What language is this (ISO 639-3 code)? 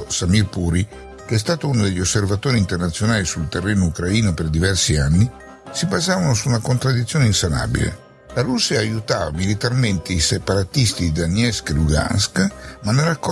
ita